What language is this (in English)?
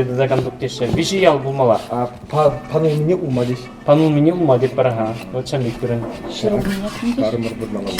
Chuvash